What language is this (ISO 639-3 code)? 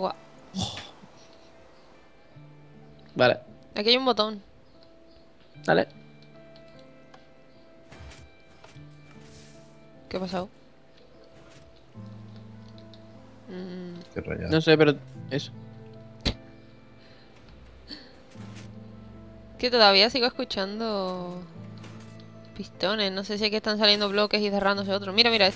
spa